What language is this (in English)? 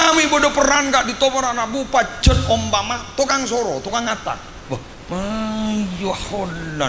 Madurese